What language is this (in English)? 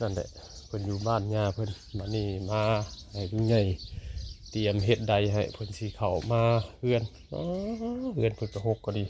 Northeastern Thai